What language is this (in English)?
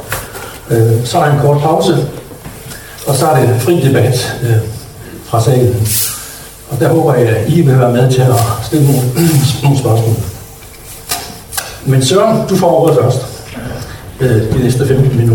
Danish